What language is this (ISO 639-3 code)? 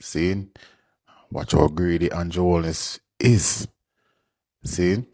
jam